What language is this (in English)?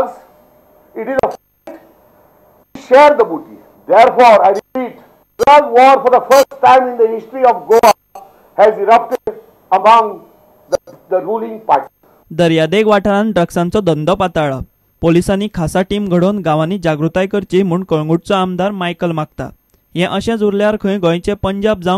Konkani